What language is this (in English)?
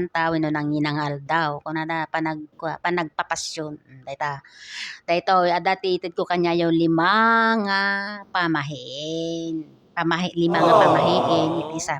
Iloko